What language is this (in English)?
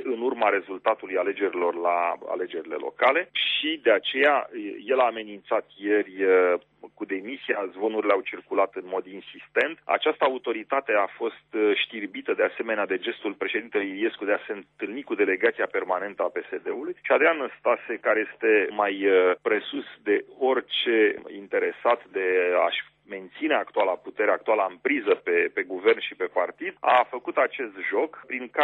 Romanian